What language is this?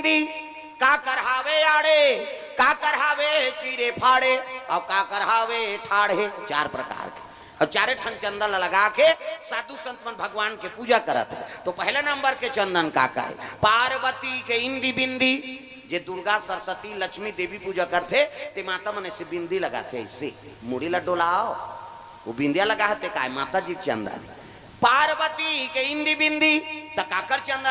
Chhattisgarhi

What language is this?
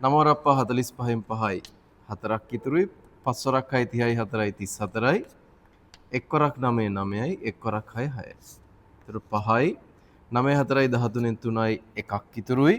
Sinhala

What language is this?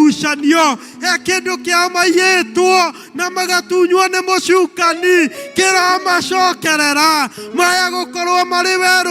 Kikuyu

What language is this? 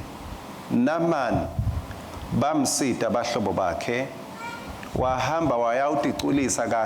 Swati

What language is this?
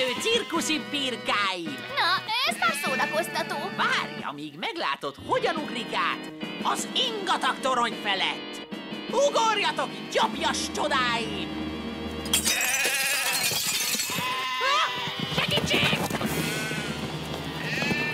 Hungarian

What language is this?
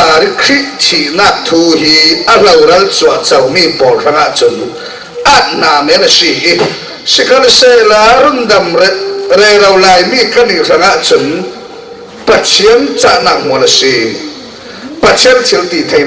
Falam Chin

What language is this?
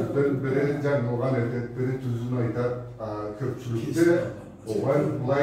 Karachay-Balkar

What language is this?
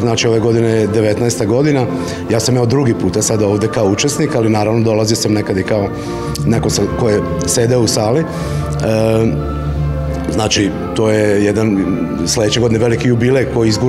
Serbian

